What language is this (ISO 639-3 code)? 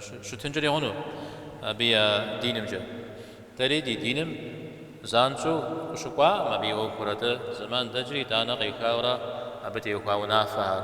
kbd